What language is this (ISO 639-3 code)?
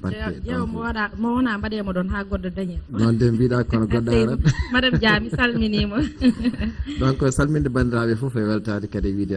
ful